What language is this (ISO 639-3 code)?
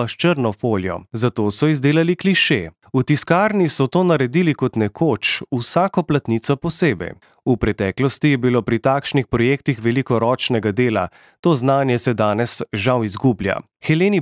slv